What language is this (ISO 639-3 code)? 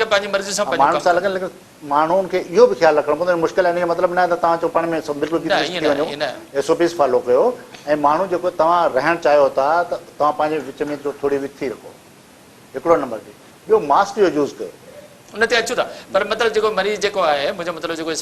snd